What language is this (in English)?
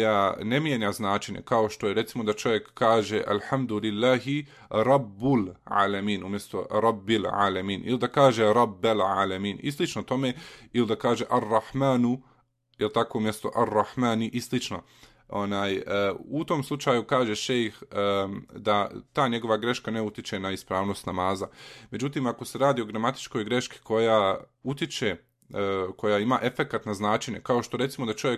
Bosnian